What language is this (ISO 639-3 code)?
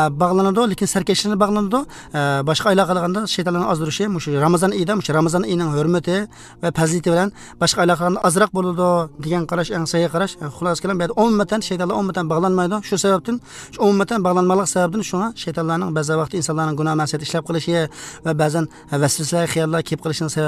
uzb